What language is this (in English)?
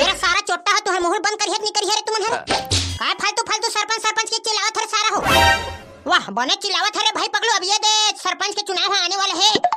Chhattisgarhi